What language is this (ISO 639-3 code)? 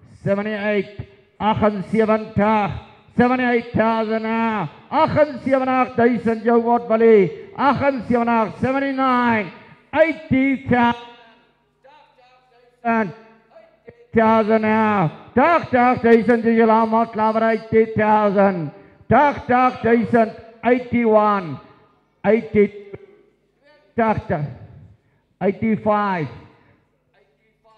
afr